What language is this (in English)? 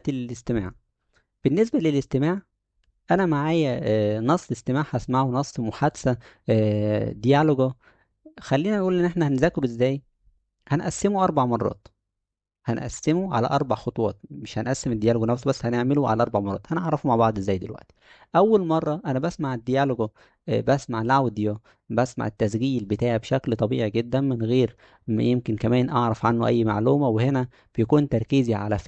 Egyptian Arabic